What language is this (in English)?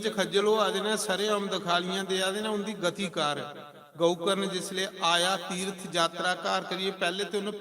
Dogri